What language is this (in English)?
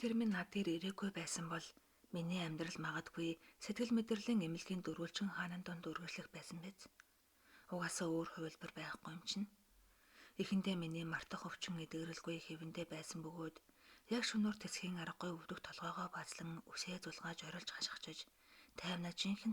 Mongolian